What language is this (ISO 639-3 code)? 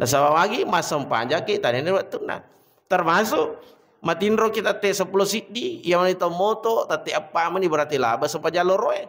bug